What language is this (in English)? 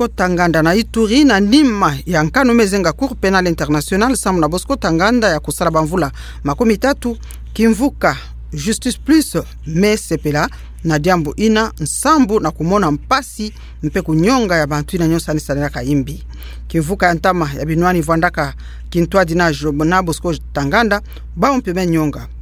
Kituba (Democratic Republic of Congo)